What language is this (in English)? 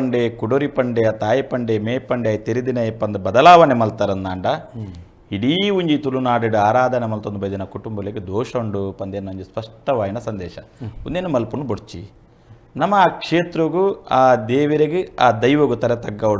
Tulu